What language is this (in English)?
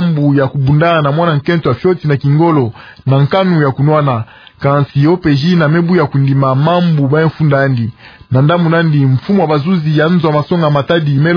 Kituba (Democratic Republic of Congo)